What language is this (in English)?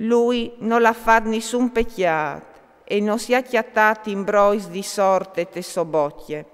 Friulian